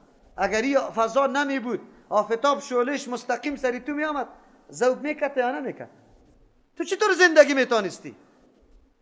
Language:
Persian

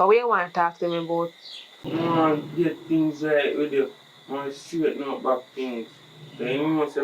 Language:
Jamaican Creole English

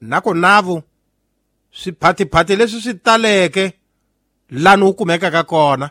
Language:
Tsonga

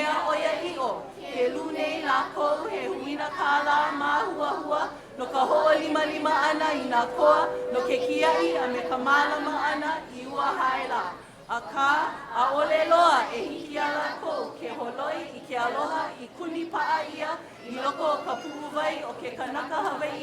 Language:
Hawaiian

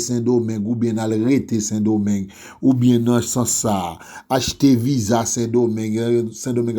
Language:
Haitian Creole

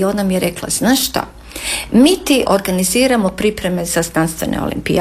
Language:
Croatian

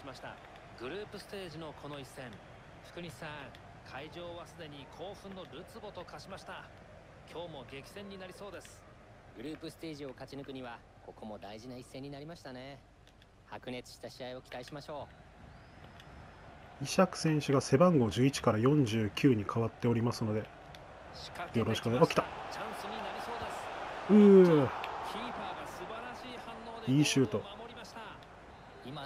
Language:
Japanese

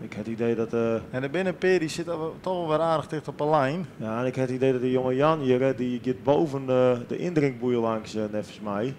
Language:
Western Frisian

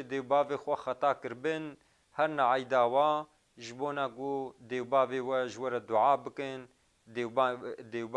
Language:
Kurdish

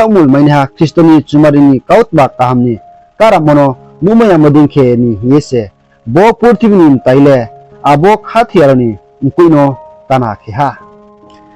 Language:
Riang (India)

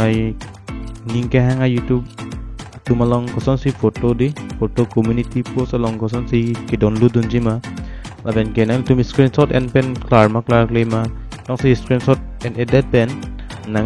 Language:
Karbi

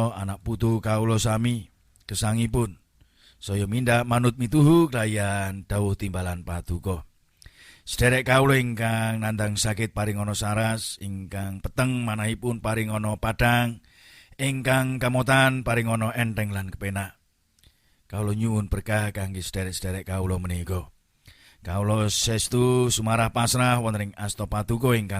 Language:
Javanese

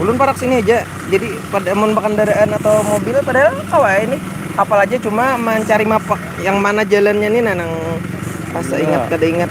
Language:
Banjar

